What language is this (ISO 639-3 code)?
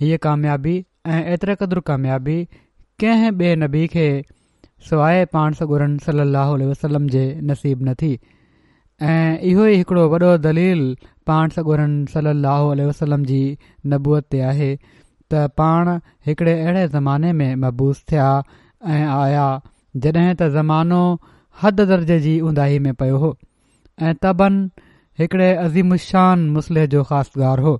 snd